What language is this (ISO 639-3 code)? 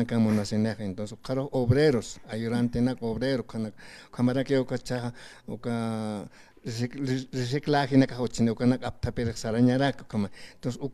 aym